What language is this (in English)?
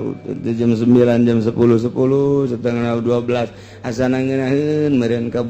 Sundanese